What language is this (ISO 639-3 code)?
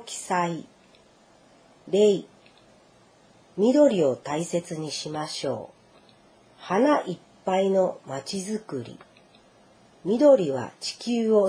jpn